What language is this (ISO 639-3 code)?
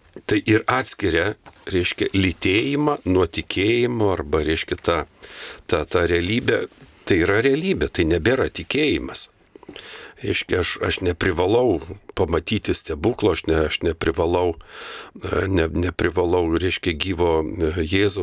lit